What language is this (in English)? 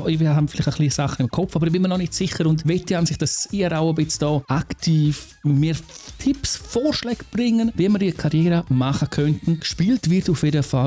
Swiss German